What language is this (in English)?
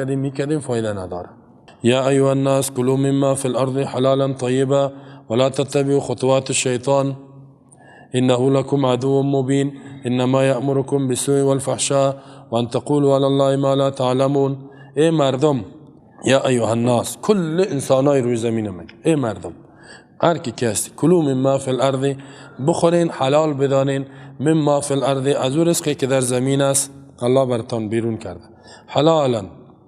Persian